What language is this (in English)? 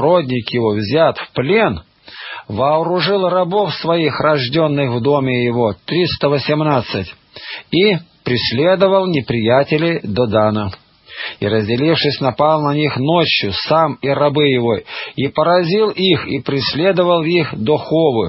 Russian